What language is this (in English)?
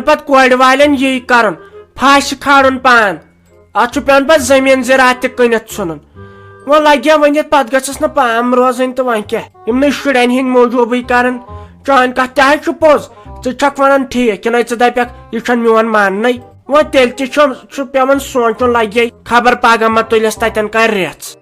Kashmiri